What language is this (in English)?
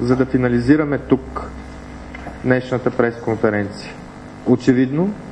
Bulgarian